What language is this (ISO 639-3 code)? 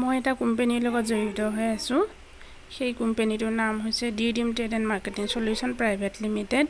asm